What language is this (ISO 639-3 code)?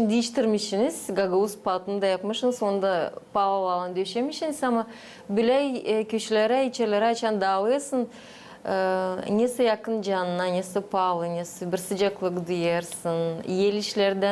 gag